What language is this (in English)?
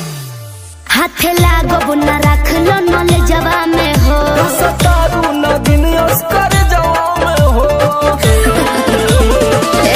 Bhojpuri